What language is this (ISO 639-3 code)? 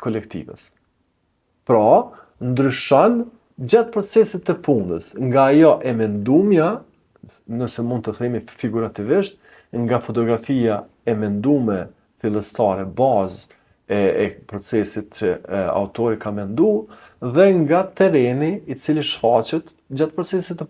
sqi